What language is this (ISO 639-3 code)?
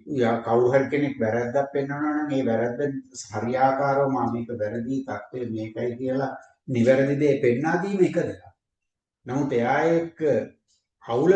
sin